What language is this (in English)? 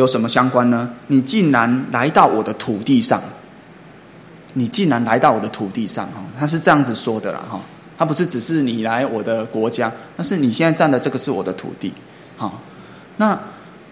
Chinese